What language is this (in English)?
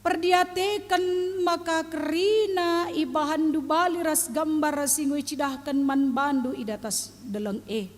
Batak Karo